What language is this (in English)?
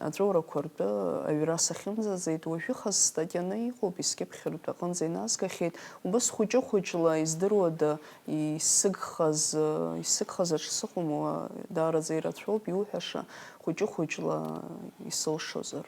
Abkhazian